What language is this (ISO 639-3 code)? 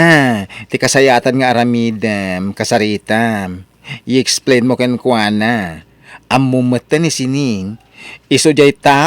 ilo